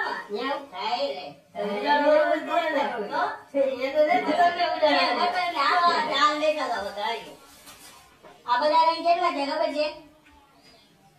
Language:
Gujarati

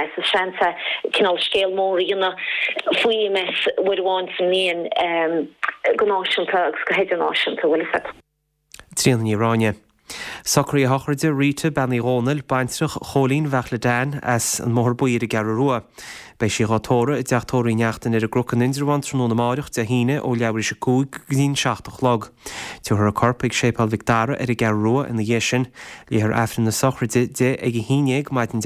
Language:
Irish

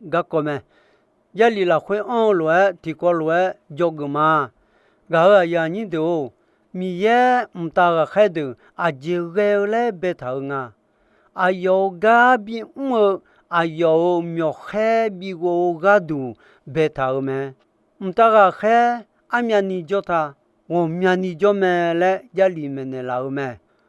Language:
Akha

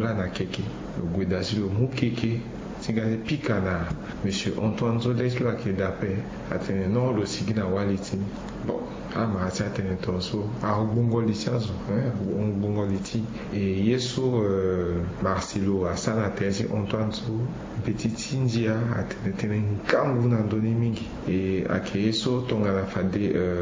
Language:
Sango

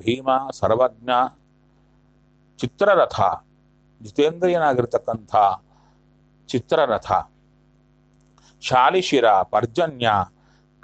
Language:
Kannada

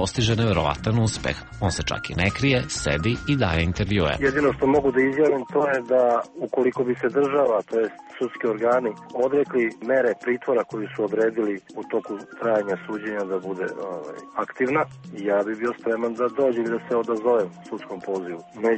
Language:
Serbian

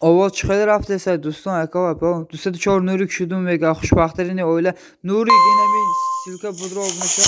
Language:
Tajik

